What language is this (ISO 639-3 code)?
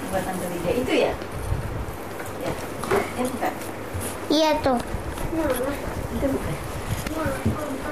ind